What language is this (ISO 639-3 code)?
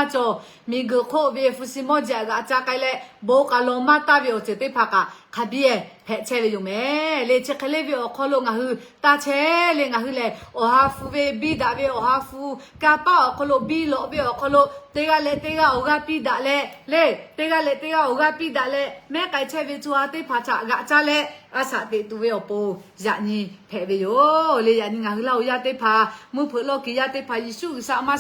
lhu